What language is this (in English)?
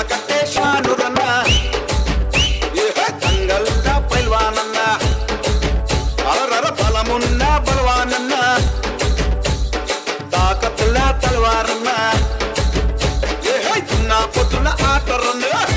Telugu